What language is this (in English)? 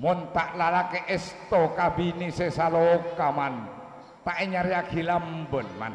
Madurese